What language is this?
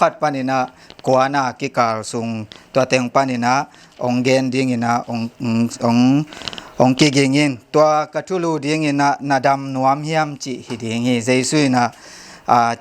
Tedim Chin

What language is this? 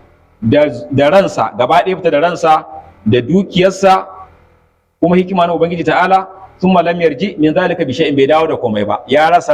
Hausa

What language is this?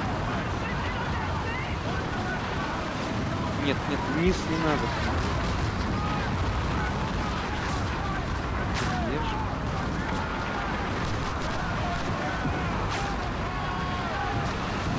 Russian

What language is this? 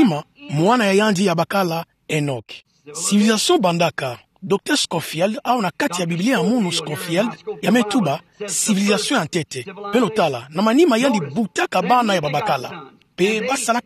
Kituba (Democratic Republic of Congo)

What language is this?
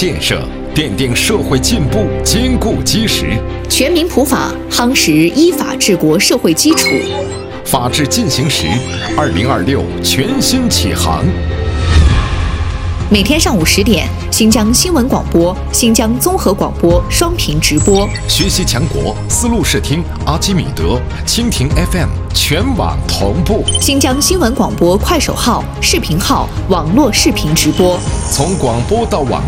Chinese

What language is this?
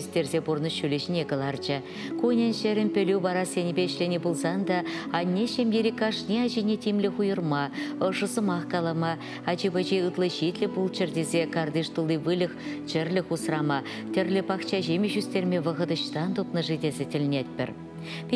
Chuvash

